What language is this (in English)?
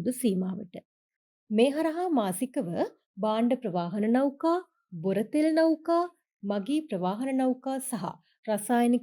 Sinhala